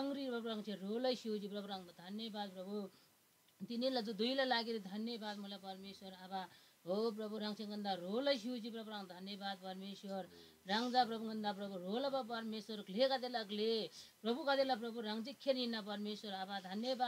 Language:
Eastern Tamang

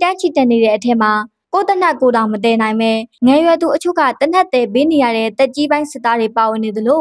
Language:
Burmese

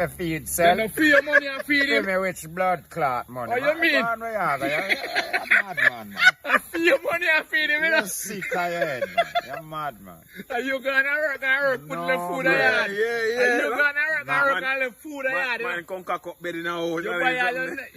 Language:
Jamaican Creole English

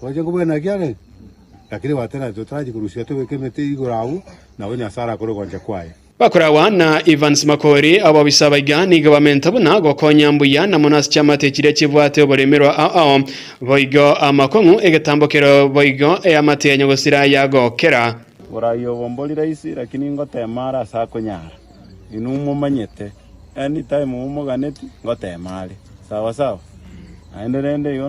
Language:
Gusii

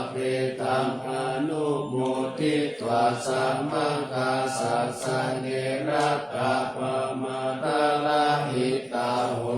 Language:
Pali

